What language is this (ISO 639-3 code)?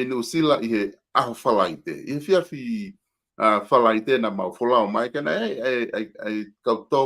ton